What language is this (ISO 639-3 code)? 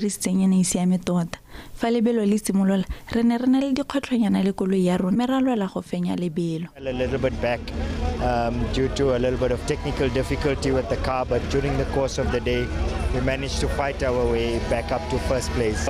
tsn